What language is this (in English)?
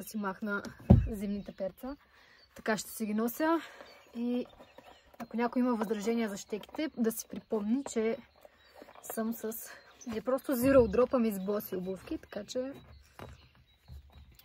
Bulgarian